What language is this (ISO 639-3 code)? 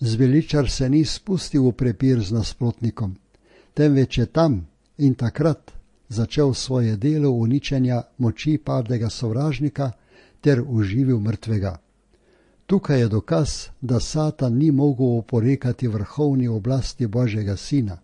slv